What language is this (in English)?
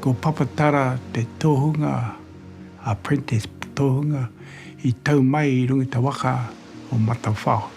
Māori